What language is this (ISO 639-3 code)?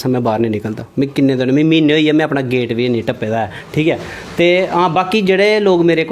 doi